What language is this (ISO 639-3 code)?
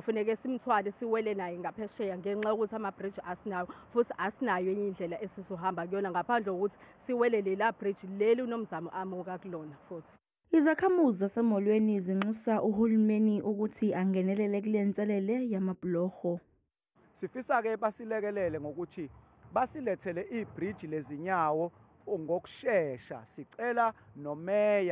zul